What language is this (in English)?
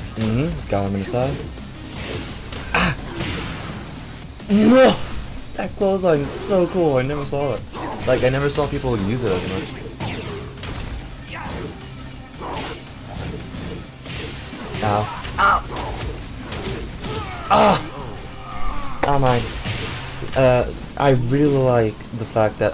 English